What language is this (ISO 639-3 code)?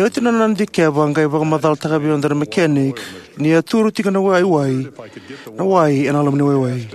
fij